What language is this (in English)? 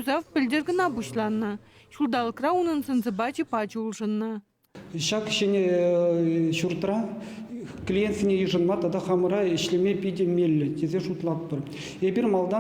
Chuvash